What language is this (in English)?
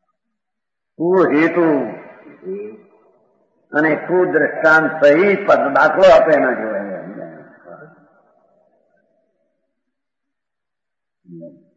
Gujarati